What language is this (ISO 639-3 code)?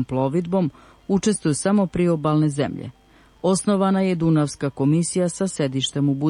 srp